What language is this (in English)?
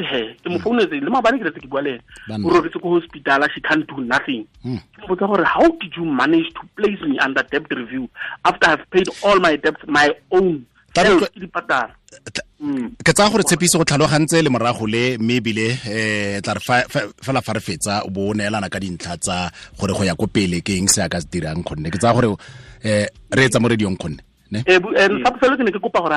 Tswana